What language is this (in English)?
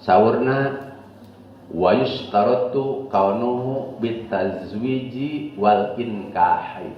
Sundanese